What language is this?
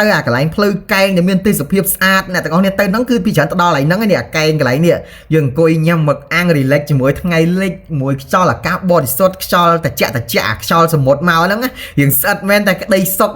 Khmer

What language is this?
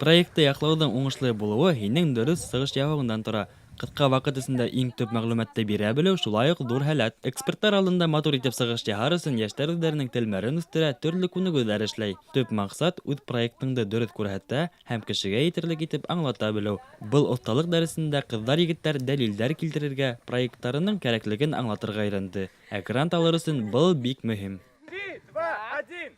Bashkir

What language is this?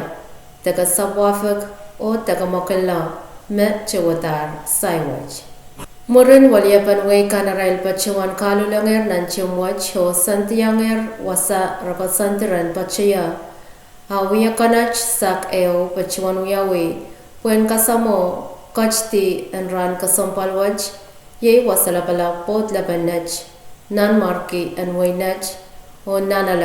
Pohnpeian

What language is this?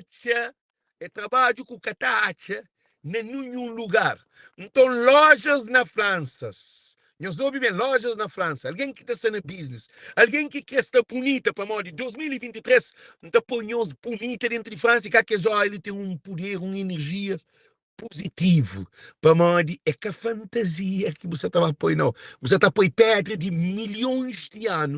Kabuverdianu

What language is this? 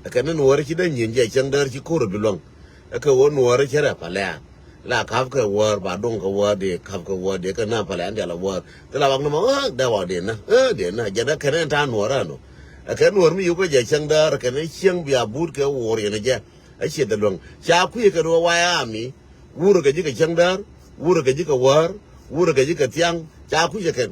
Nuer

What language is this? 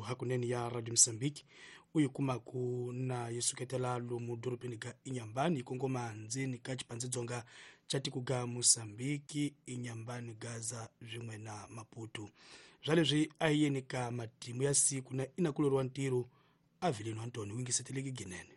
Tsonga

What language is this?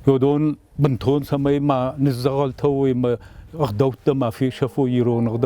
Ossetic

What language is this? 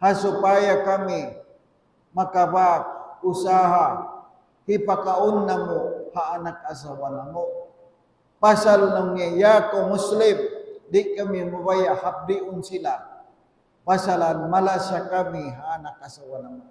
Tausug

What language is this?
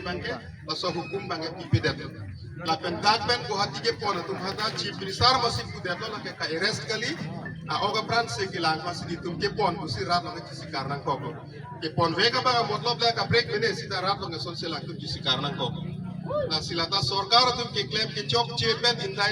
Karbi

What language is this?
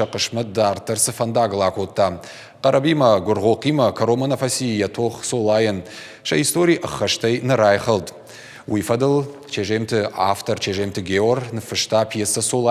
Ossetic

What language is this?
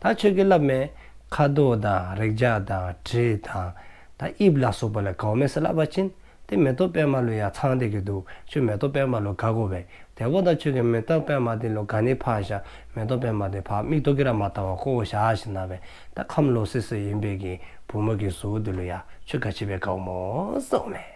Dzongkha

